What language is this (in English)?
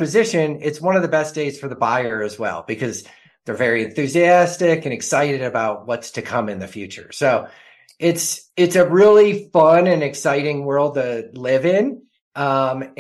English